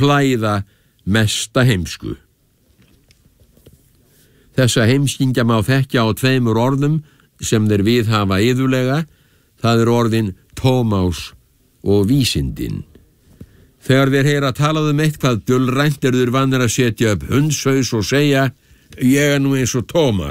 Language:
Icelandic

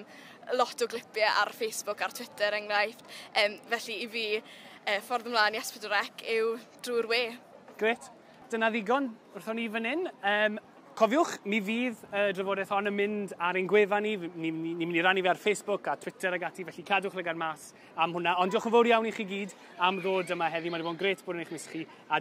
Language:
Welsh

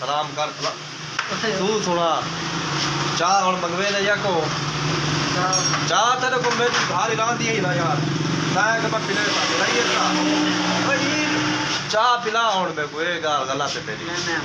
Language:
Saraiki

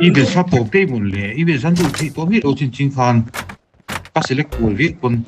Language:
Mizo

